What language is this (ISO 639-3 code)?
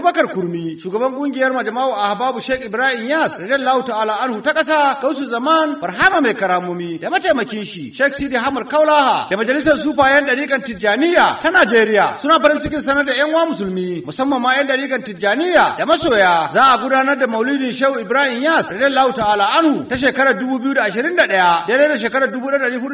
hau